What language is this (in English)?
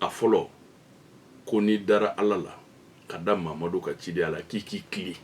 Bambara